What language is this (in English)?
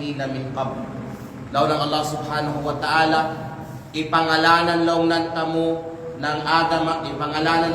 Kalagan